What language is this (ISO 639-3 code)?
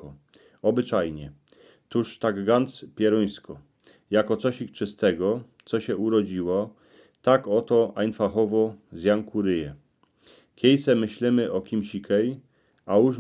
szl